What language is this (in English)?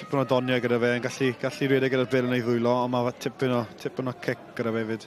Welsh